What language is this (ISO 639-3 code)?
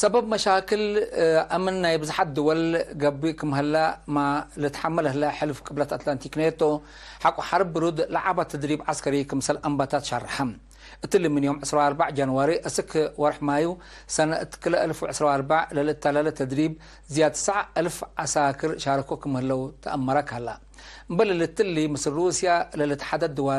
tig